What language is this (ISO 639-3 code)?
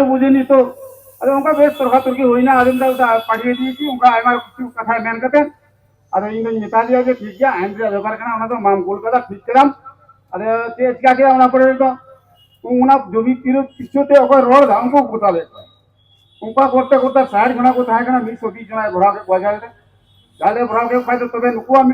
sat